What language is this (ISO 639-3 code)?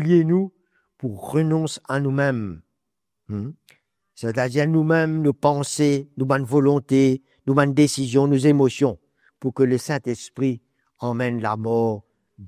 mfe